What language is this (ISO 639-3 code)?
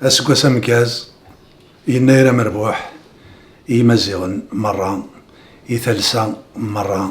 kab